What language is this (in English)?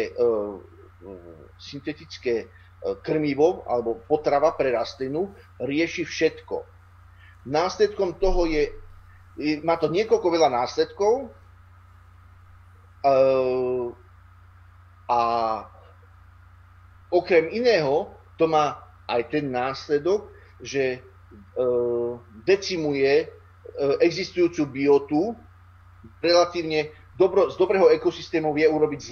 Slovak